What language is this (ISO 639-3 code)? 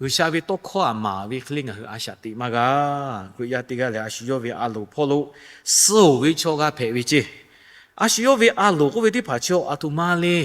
lhu